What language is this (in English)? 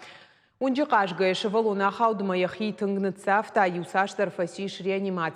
Ossetic